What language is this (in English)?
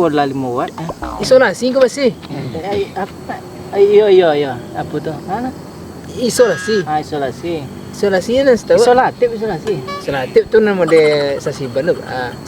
Minangkabau